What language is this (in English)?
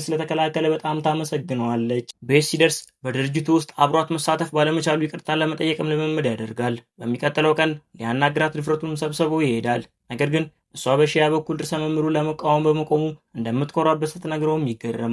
Amharic